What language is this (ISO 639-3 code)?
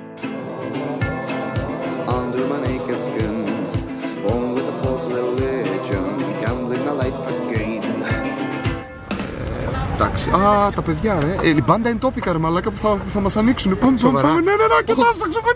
ell